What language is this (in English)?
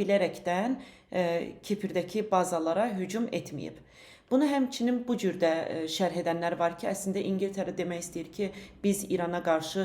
Azerbaijani